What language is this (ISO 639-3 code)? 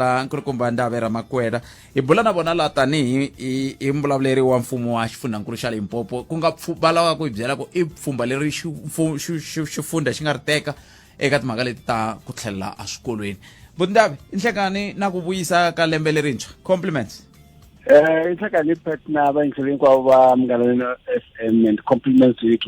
tso